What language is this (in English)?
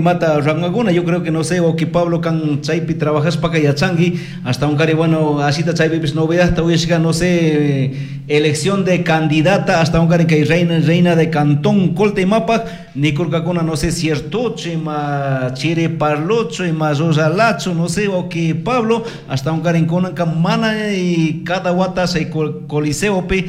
Chimborazo Highland Quichua